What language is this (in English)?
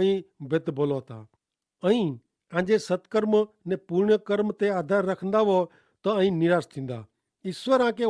Kachhi